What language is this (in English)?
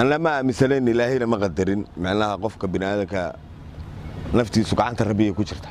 Somali